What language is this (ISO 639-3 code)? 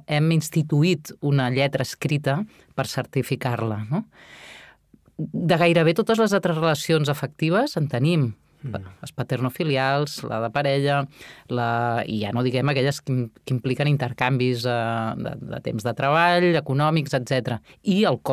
cat